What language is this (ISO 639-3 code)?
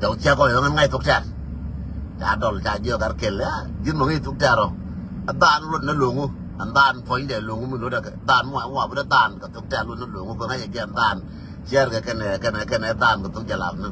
nus